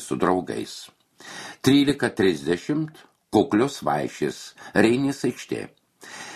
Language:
Lithuanian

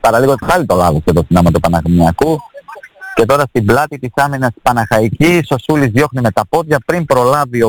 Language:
Greek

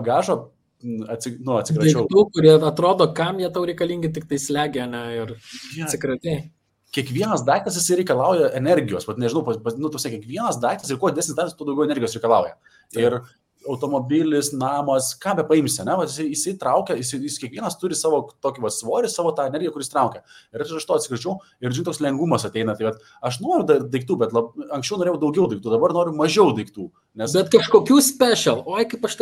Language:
Lithuanian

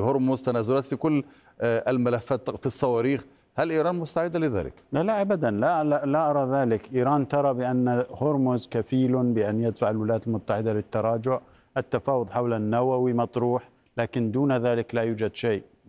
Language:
Arabic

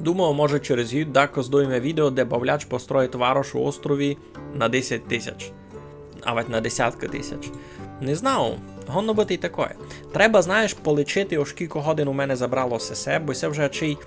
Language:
Rusyn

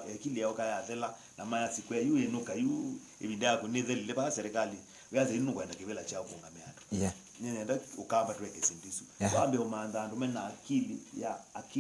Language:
Kamba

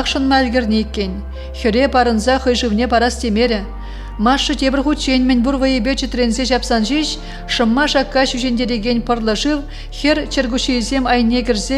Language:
Chuvash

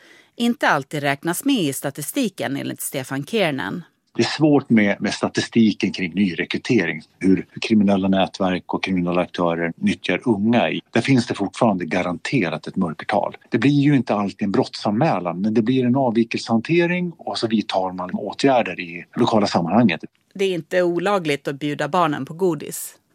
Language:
Swedish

